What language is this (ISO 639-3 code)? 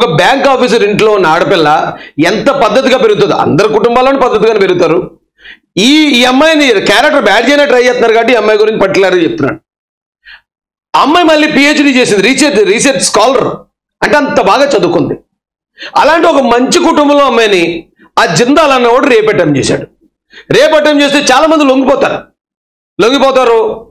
tel